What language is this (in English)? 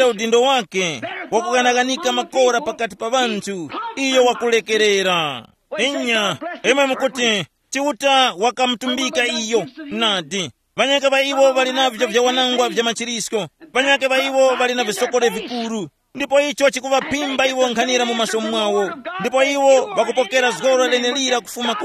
Tumbuka